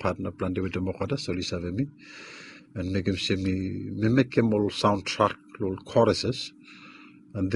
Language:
Bislama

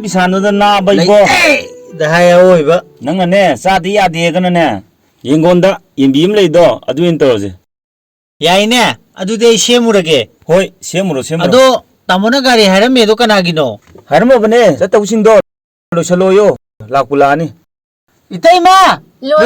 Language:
Manipuri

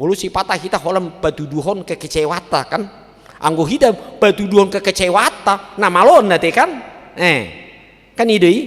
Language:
Batak Toba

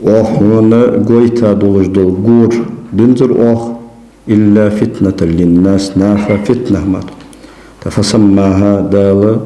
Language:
Ingush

